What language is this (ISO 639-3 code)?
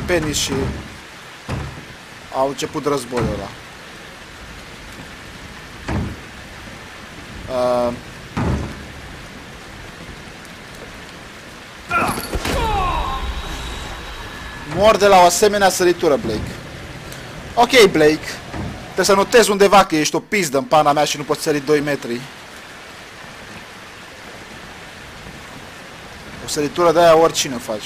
ron